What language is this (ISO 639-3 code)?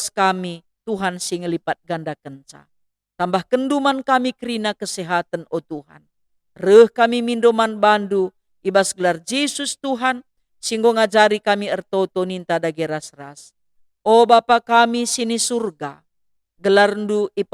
btx